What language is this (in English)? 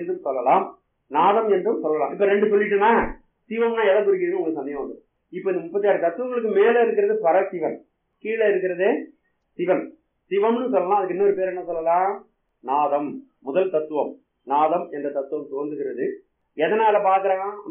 Tamil